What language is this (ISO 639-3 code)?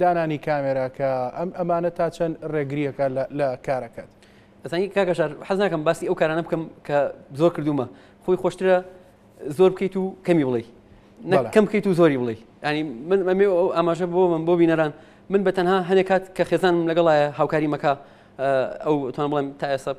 ckb